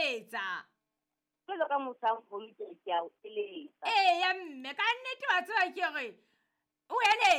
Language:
Southern Sotho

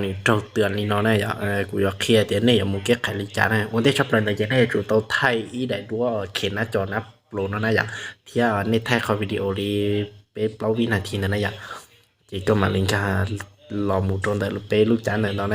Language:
Hmong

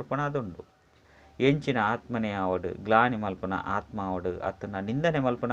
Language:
Tulu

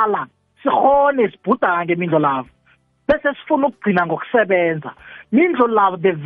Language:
South Ndebele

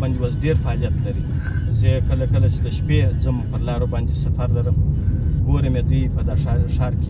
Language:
Pashto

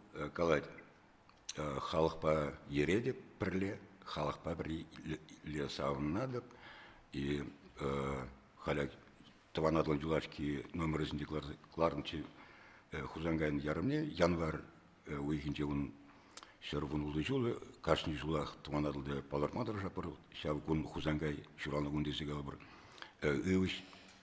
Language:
Chuvash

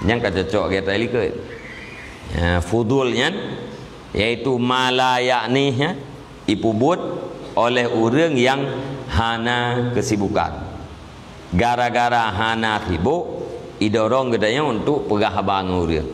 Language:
Achinese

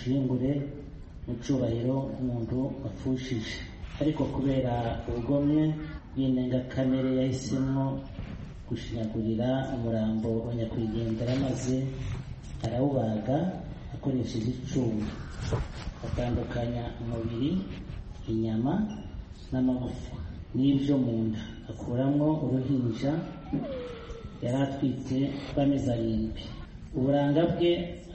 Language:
Kinyarwanda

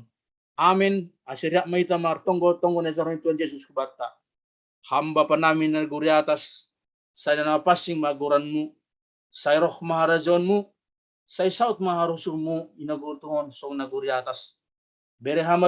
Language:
Batak Simalungun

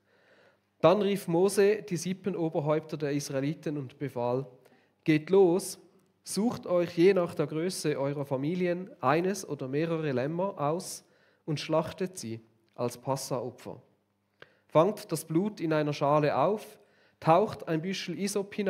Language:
Swiss German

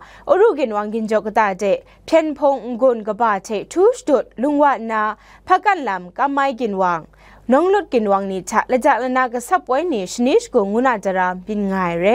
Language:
Kachin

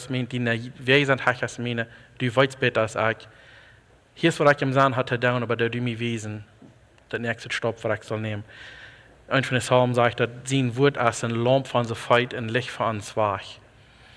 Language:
Plautdietsch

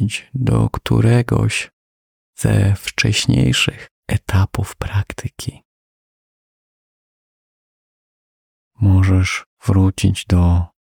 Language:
Polish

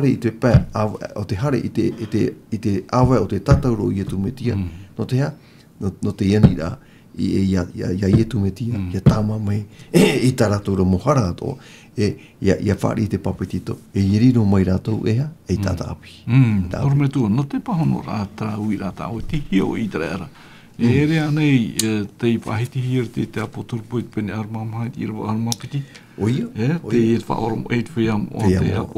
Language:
Tahitian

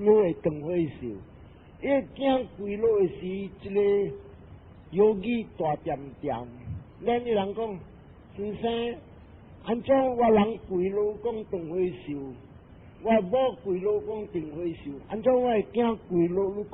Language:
Min Nan Chinese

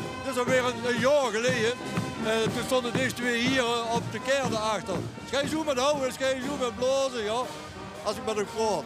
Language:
Limburgish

